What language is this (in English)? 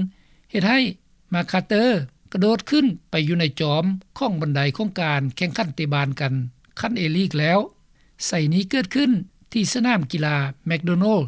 Lao